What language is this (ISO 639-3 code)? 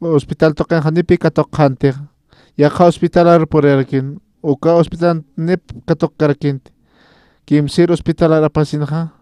aym